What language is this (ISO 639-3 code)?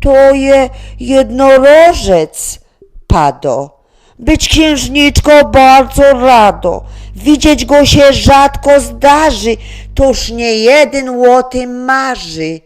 szl